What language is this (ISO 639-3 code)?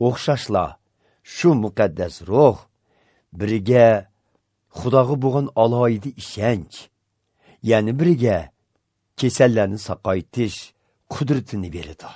uig